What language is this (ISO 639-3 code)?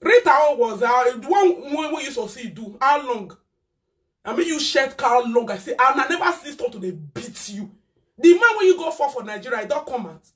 pcm